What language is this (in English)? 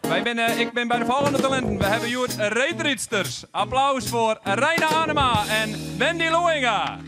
Western Frisian